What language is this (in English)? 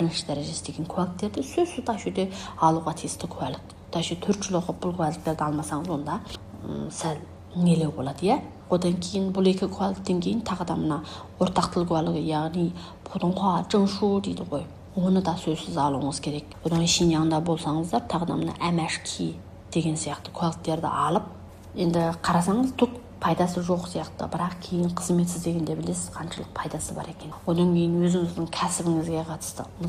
Kazakh